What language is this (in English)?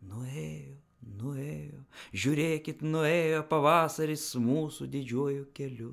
Lithuanian